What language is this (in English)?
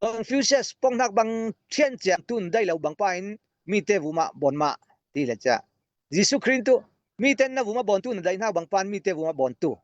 Falam Chin